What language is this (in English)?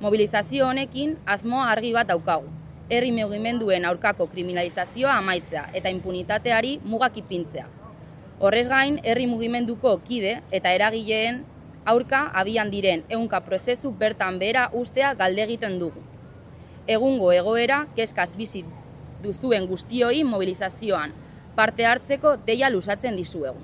Basque